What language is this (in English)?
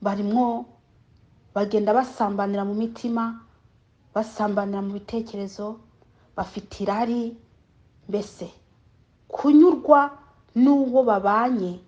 Kinyarwanda